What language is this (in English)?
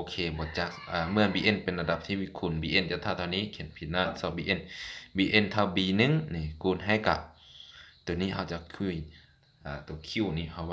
Lao